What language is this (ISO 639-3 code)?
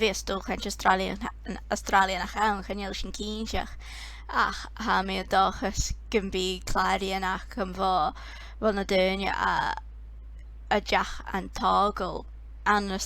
gla